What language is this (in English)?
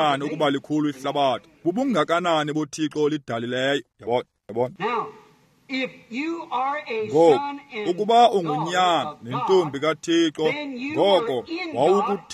Xhosa